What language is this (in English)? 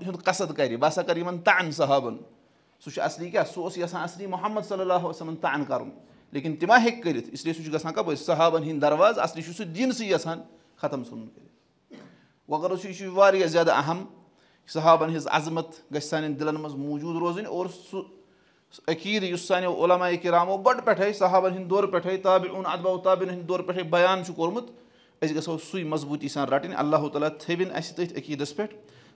Kashmiri